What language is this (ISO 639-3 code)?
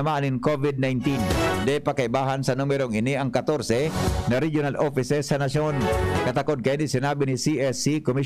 bik